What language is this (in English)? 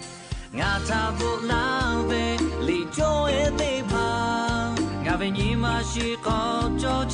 Lahu